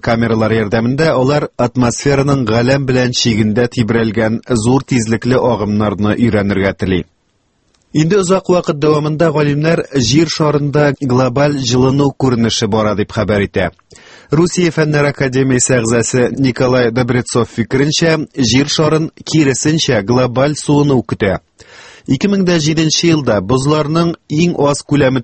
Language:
Tatar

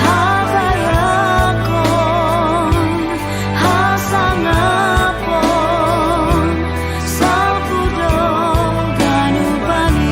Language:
Batak Simalungun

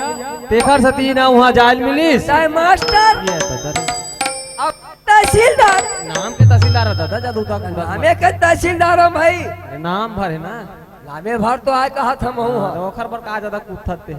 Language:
Chhattisgarhi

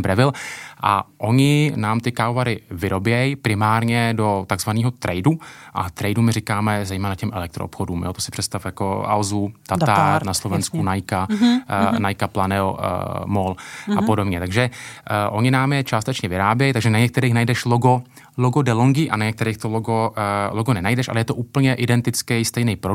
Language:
Czech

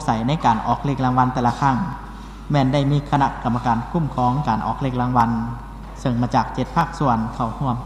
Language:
Lao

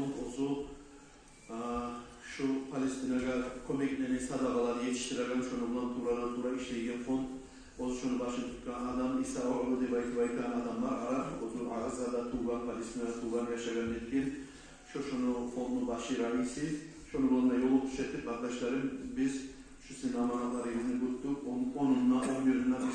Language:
Kumyk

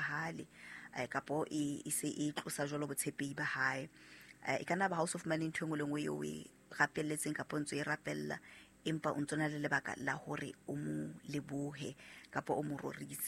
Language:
Southern Sotho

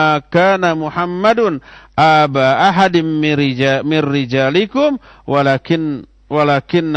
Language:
Indonesian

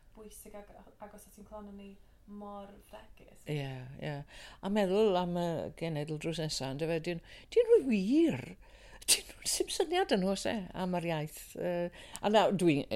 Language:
Welsh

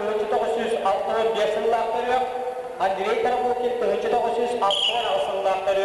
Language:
Yakut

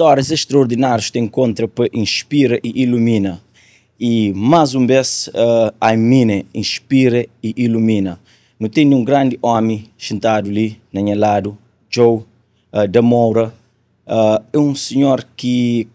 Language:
Kabuverdianu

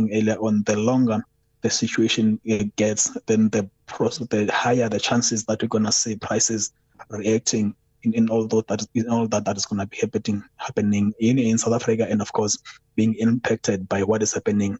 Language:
English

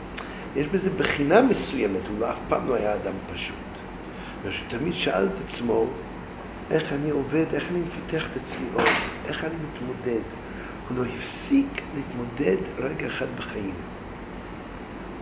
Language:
Hebrew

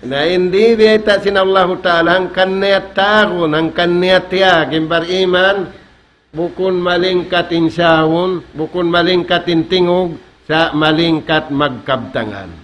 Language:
Tausug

